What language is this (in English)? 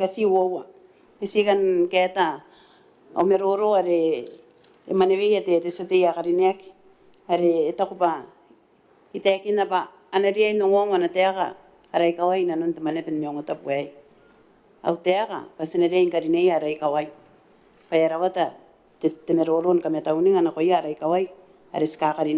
Gilbertese